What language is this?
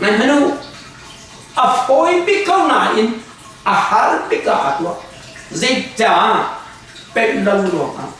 Hakha Chin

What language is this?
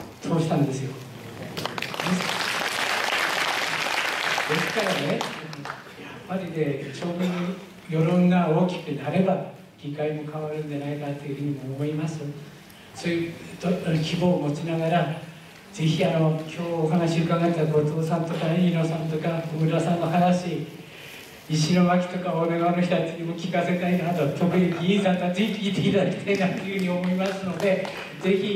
Japanese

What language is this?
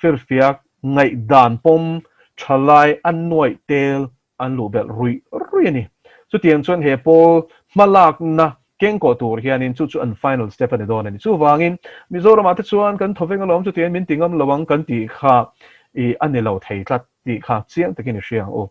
Mizo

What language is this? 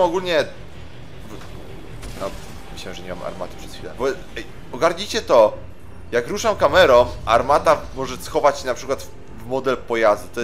Polish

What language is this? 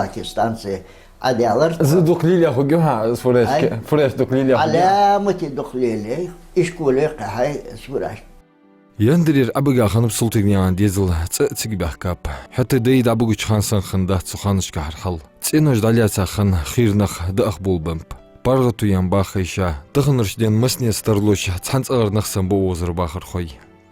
Ingush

